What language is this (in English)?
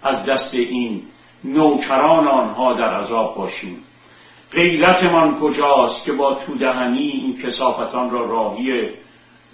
Persian